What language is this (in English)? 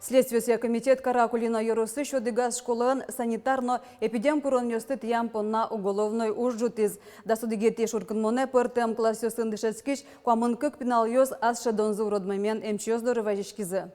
Udmurt